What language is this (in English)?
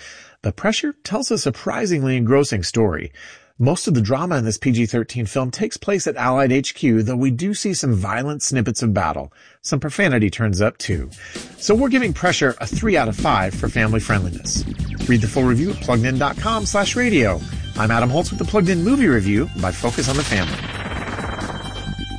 English